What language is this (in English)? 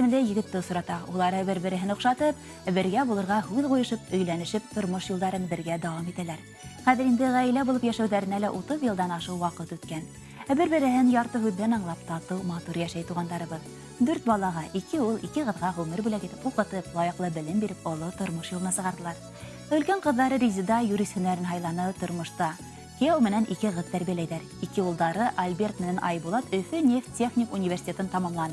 Bashkir